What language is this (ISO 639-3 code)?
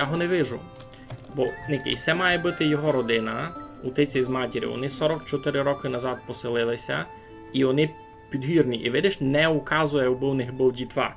rue